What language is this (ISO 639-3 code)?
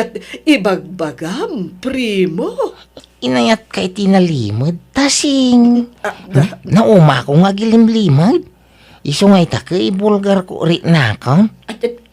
ilo